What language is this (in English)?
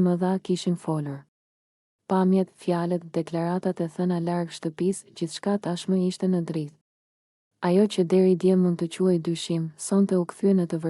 Albanian